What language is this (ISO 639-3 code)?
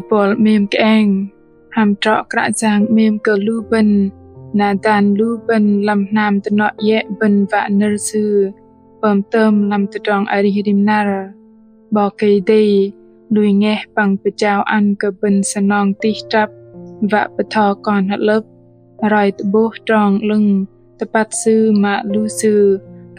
bdq